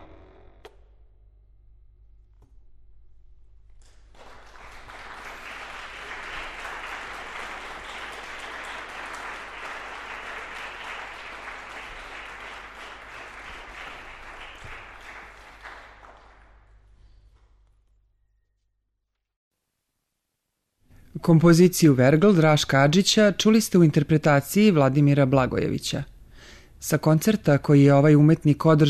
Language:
Serbian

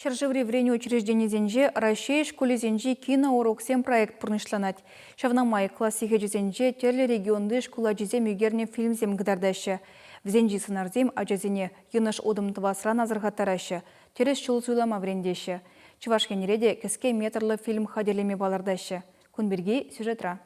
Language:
Chuvash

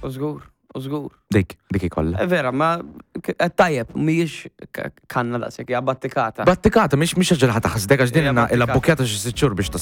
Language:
Maltese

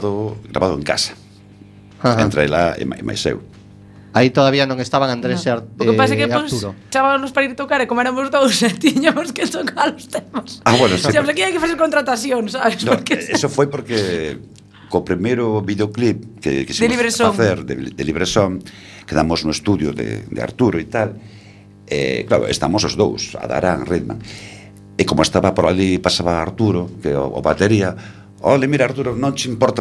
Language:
Galician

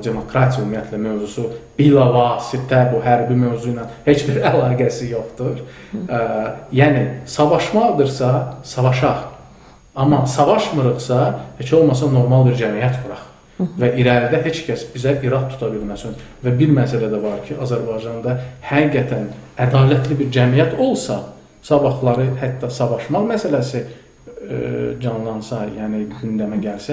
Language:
Azerbaijani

